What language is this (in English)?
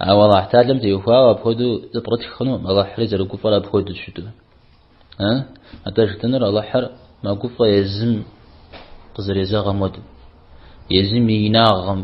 Kabardian